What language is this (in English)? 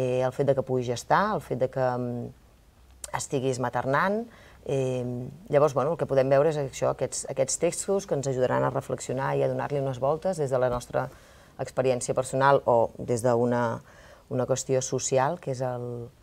Catalan